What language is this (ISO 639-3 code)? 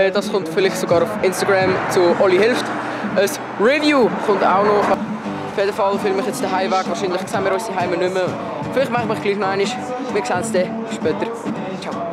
gsw